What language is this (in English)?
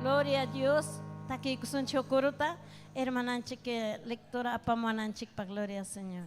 Ayacucho Quechua